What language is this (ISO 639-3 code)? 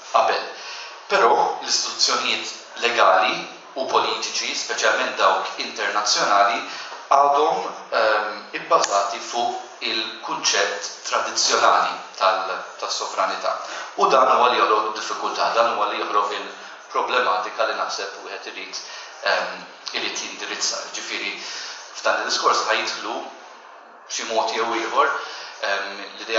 mlt